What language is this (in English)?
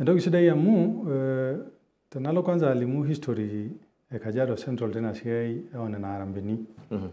Masai